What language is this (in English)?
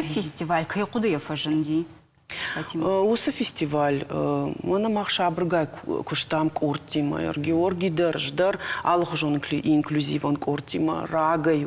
Ossetic